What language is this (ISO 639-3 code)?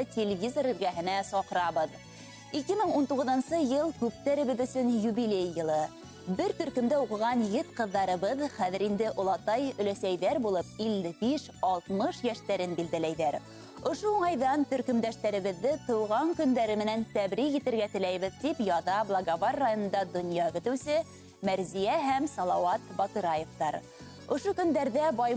bak